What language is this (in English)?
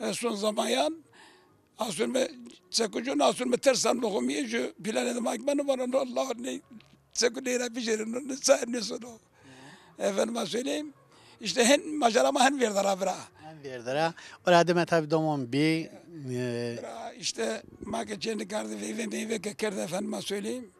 Zaza